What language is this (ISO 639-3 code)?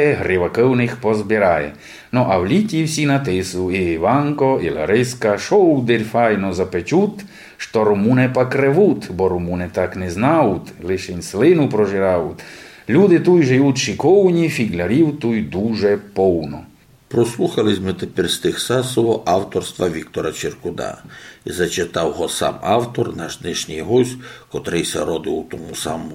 rue